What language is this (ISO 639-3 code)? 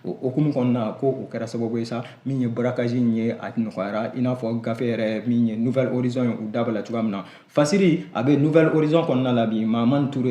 bam